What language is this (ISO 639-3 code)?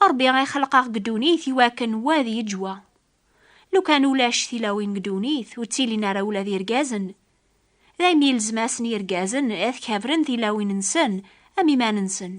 kab